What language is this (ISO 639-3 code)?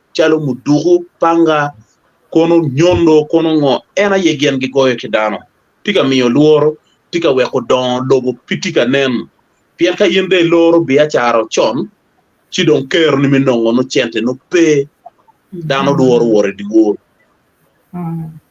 ach